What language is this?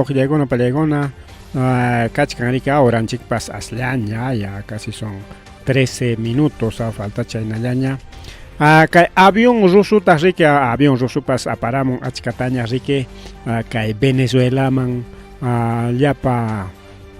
Ayacucho Quechua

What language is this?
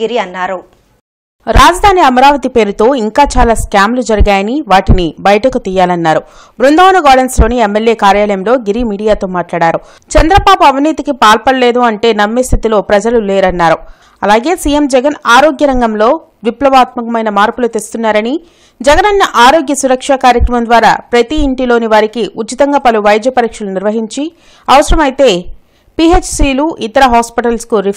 Telugu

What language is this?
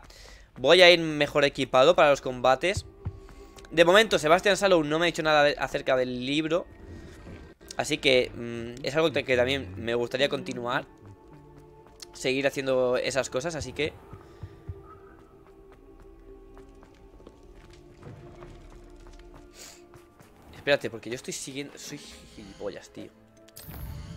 Spanish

